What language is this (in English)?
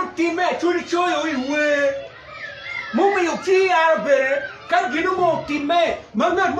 Acoli